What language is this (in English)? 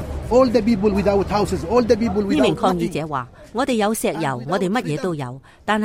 Cantonese